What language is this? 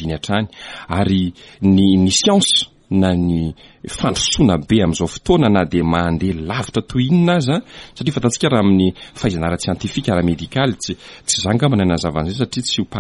Malagasy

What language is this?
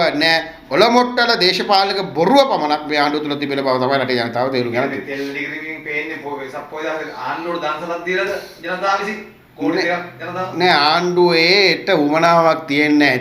Sinhala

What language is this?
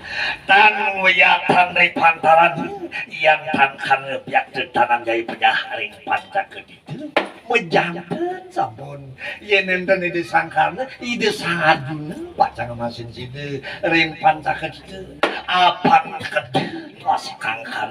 Balinese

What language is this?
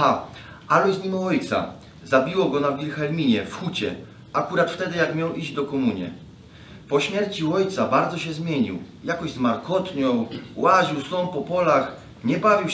Silesian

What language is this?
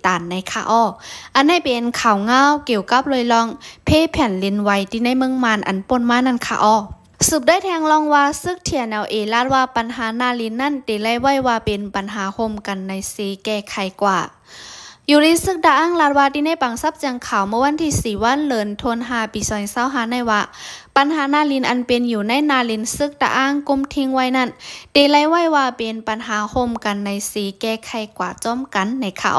Shan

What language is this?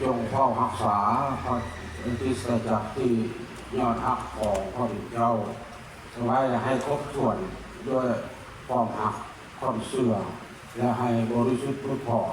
Lao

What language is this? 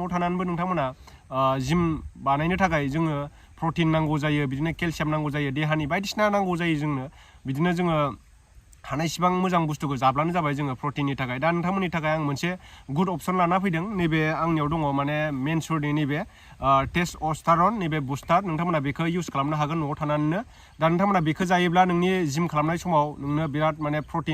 Bodo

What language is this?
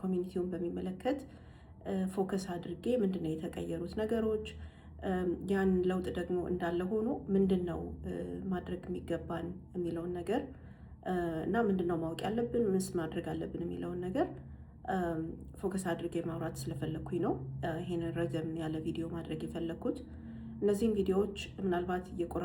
Amharic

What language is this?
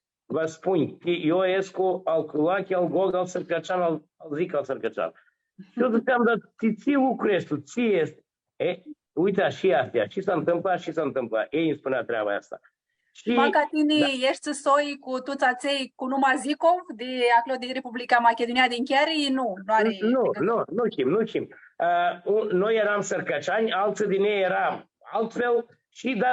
Aromanian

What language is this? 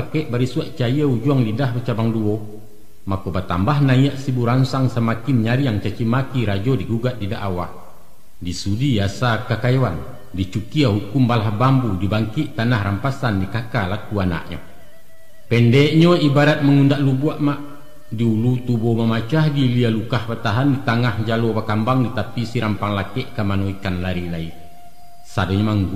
Minangkabau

